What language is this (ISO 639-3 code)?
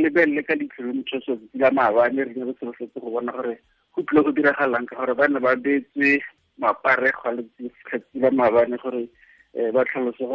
tsn